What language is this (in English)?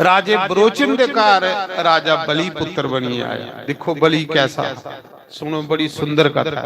Dogri